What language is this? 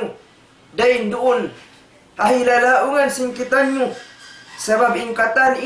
Tausug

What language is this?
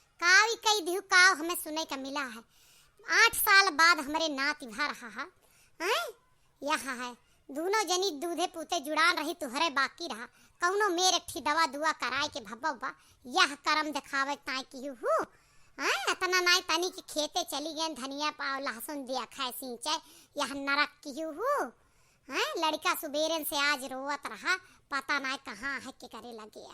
Awadhi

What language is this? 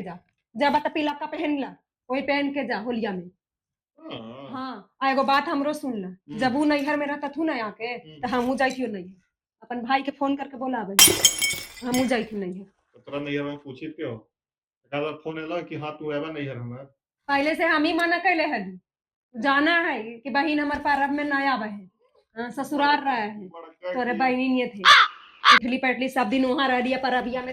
Magahi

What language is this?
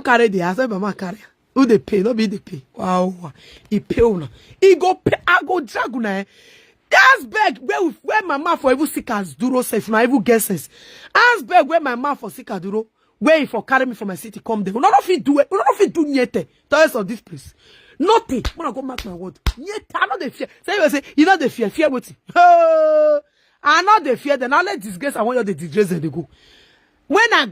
Nigerian Pidgin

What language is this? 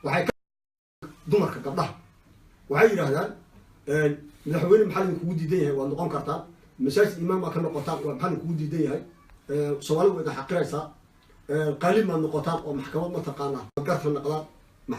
Somali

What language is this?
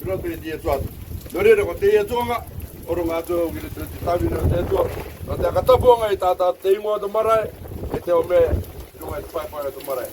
Rarotongan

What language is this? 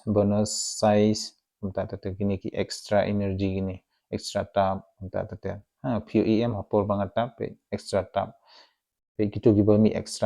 Khasi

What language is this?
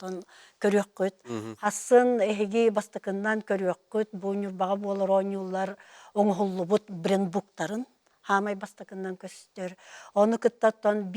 Yakut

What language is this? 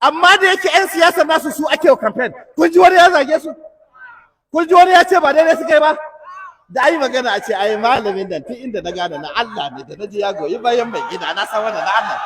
Hausa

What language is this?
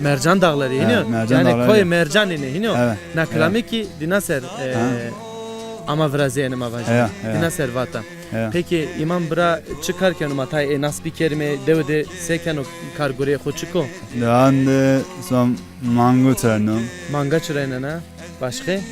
Zaza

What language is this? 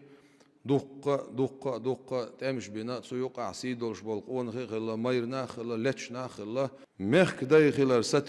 Chechen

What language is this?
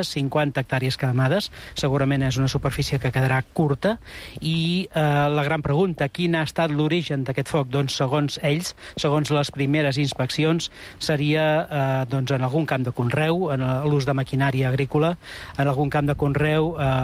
Catalan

